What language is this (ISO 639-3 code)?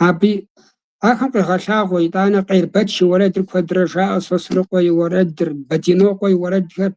kbd